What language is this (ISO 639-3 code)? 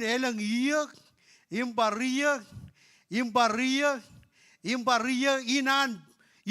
mah